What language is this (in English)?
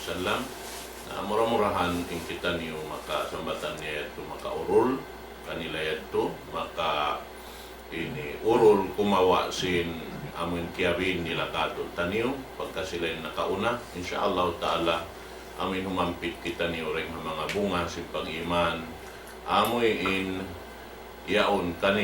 Tausug